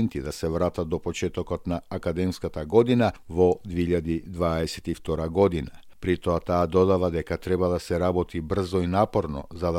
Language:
Macedonian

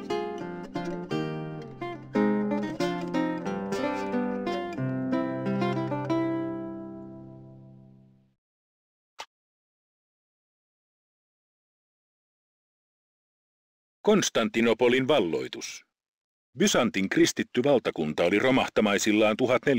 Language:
Finnish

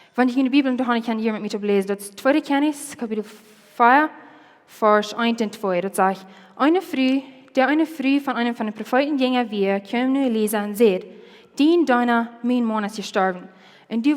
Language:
Plautdietsch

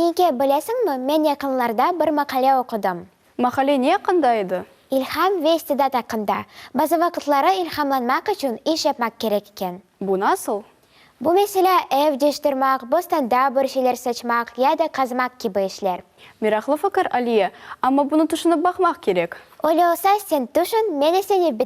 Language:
Crimean Tatar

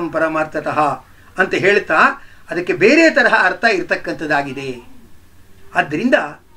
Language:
Kannada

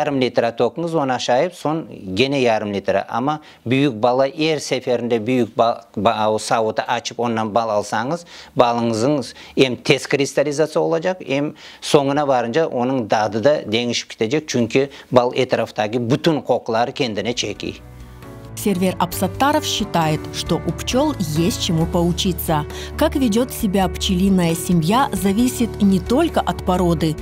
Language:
Crimean Tatar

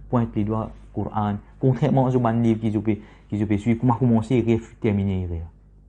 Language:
Morisyen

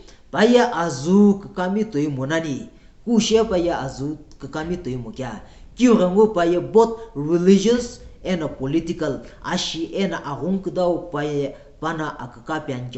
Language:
Sumi Naga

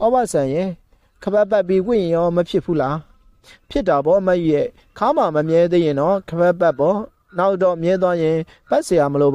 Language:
Burmese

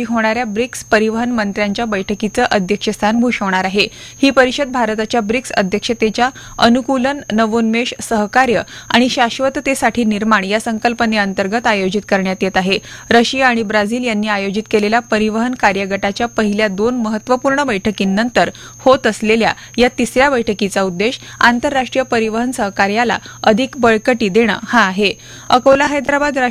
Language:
Marathi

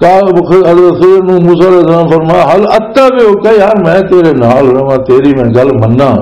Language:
Western Panjabi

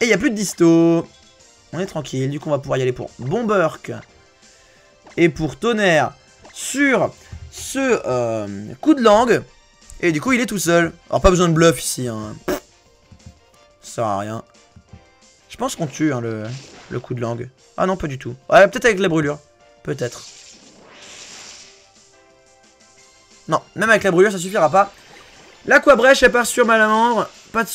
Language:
French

